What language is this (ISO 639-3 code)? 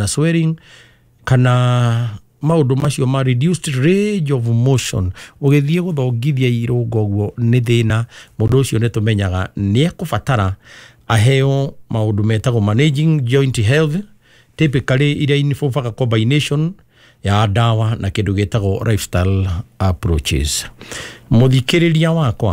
kik